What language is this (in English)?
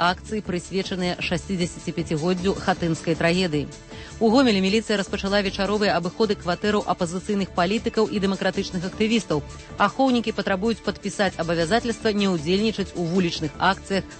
Belarusian